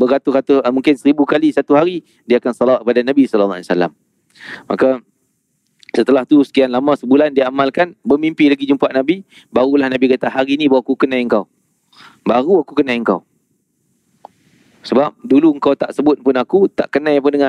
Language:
Malay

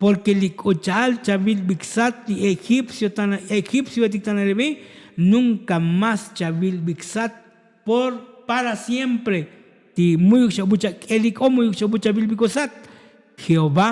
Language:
Tzotzil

